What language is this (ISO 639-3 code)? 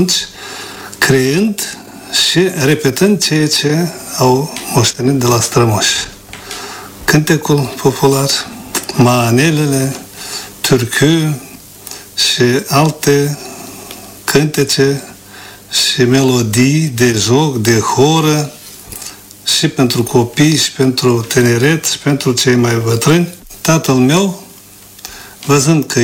ron